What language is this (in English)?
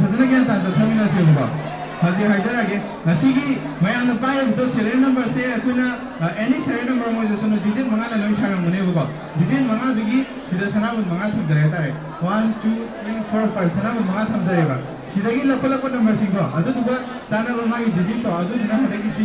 Manipuri